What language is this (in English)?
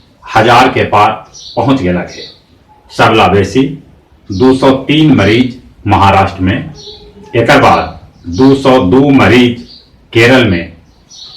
Magahi